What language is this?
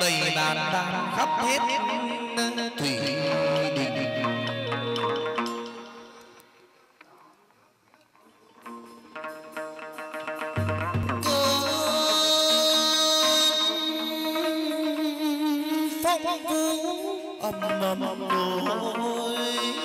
Vietnamese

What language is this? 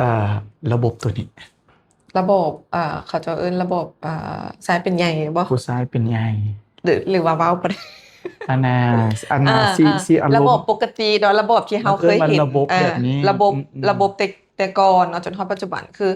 Lao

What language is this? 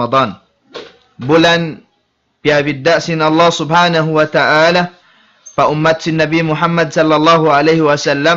Tausug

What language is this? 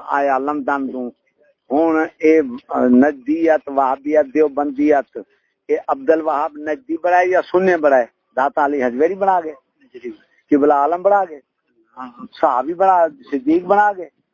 Saraiki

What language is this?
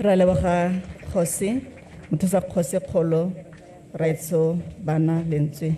Tswana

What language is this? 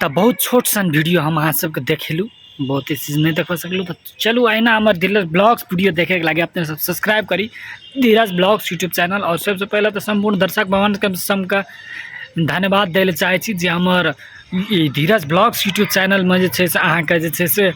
Maithili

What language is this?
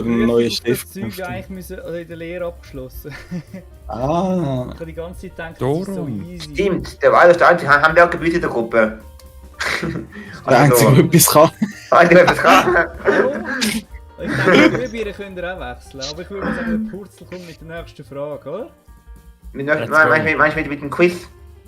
Swiss German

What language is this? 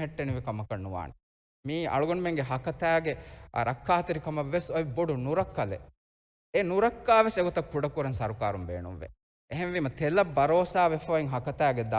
Divehi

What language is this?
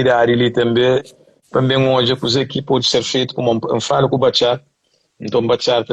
Kabuverdianu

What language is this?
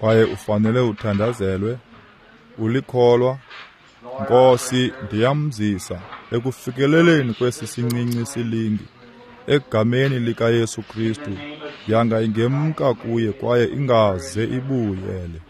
Xhosa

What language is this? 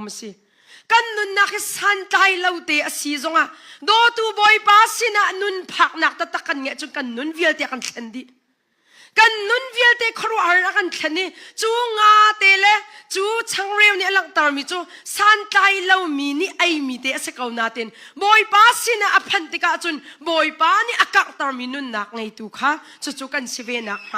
Hakha Chin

